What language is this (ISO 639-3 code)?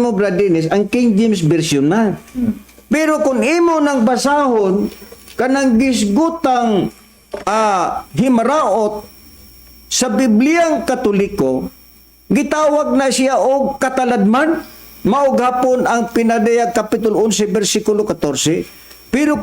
ceb